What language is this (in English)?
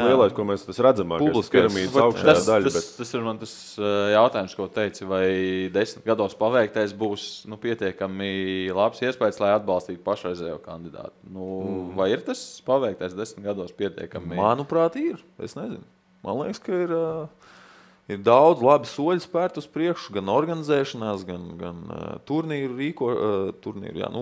Latvian